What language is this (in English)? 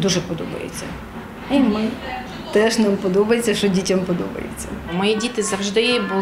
Ukrainian